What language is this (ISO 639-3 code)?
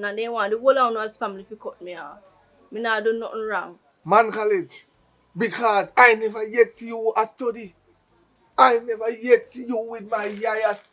jam